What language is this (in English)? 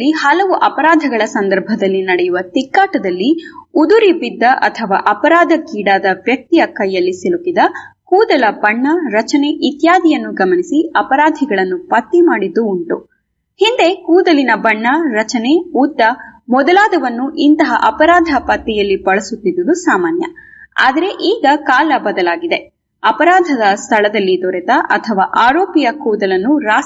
Kannada